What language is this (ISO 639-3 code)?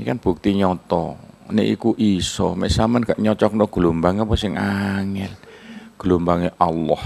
jav